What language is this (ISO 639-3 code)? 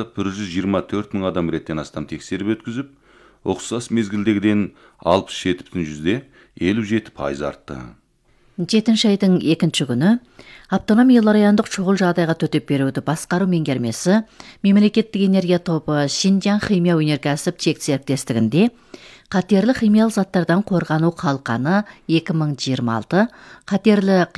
kaz